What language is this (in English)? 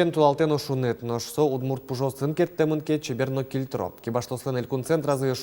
Udmurt